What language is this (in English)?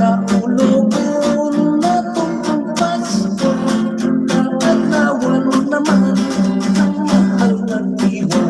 Hiligaynon